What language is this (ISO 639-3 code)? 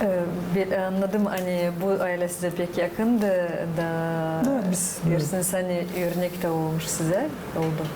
gag